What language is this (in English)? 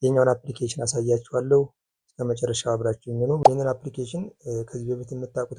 Amharic